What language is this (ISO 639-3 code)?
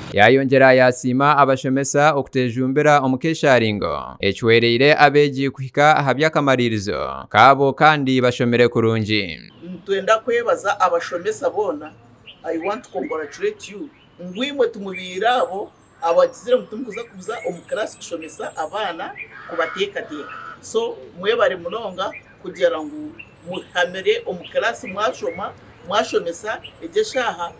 nyn